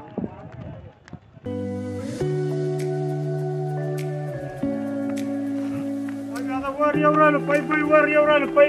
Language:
Marathi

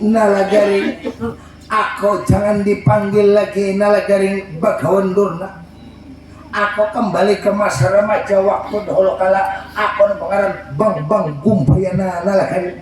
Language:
Banjar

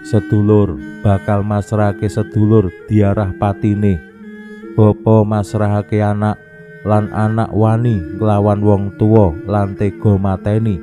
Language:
Javanese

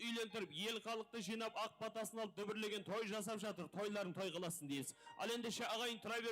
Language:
Kara-Kalpak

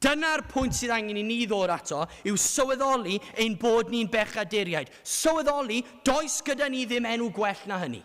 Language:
Welsh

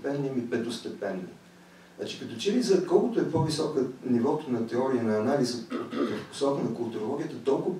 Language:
Bulgarian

